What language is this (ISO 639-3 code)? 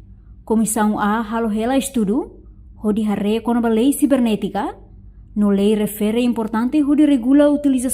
tet